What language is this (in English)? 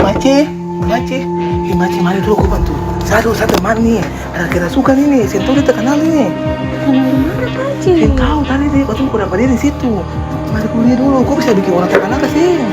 Ambonese Malay